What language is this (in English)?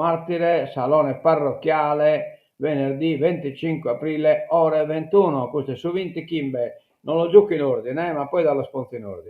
Sardinian